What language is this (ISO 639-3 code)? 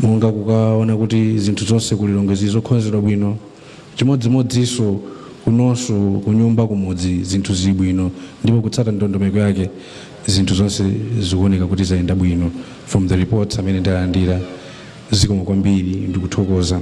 nya